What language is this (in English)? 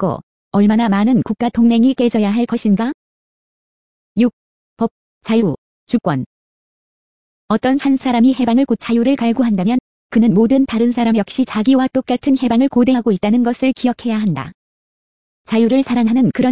Korean